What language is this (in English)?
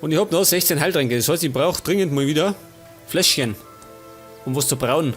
Bavarian